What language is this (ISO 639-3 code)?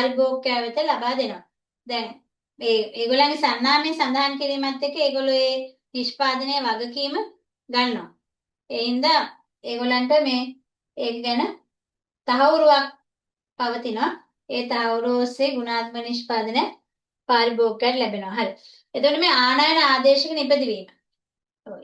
sin